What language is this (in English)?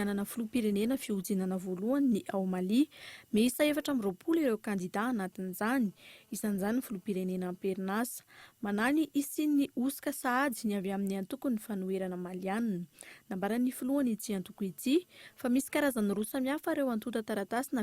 Malagasy